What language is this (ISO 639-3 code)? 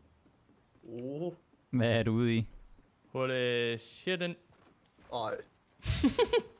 dan